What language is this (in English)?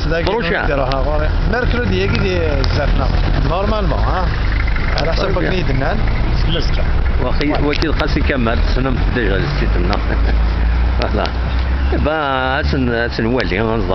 Kabyle